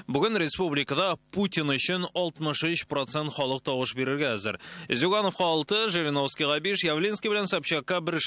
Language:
Tatar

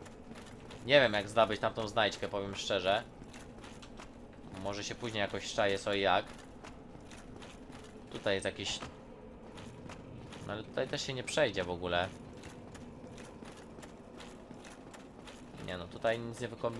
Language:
Polish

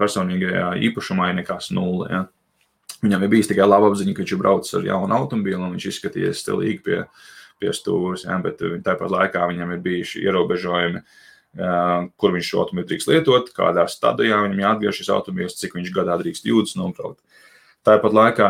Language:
Latvian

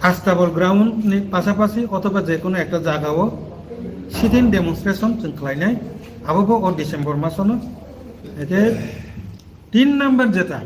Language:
Riang (India)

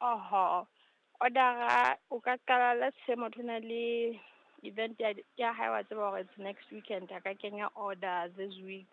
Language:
Southern Sotho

